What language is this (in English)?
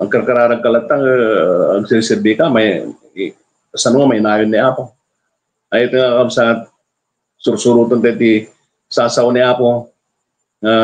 Iloko